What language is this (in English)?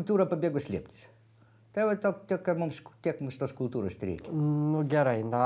Lithuanian